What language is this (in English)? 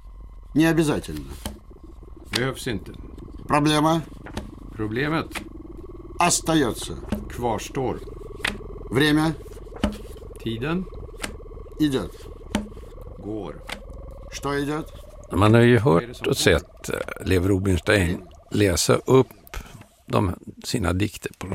Swedish